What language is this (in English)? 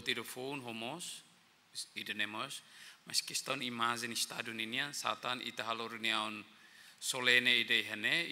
Tetum